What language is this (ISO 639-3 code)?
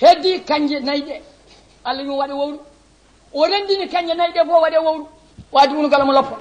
ful